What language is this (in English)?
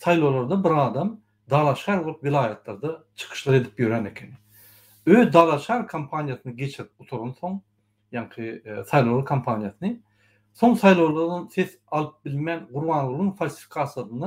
Turkmen